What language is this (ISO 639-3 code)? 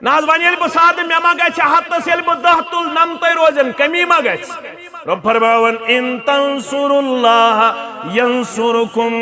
kas